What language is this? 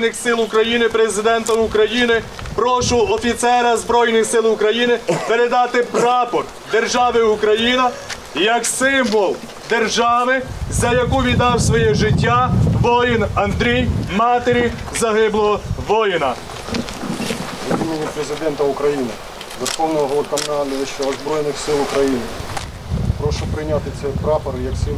Ukrainian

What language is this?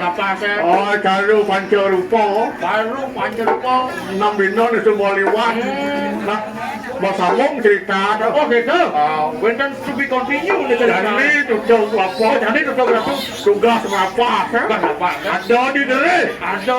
Balinese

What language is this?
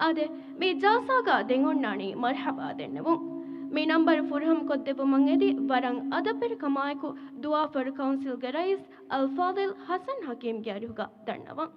Divehi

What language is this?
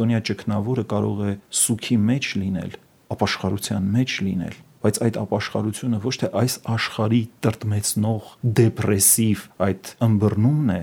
Armenian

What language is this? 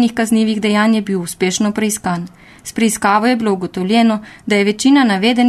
Slovenian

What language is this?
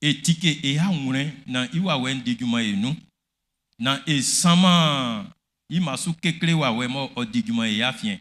Baoulé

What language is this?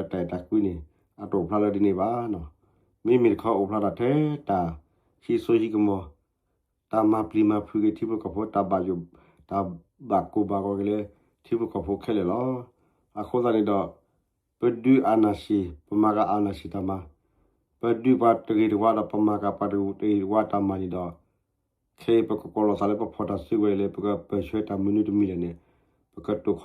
S'gaw Karen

